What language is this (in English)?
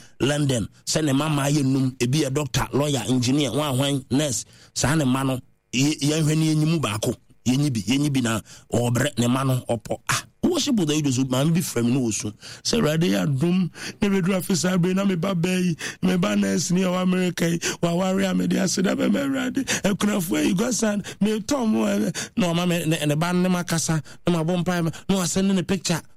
Akan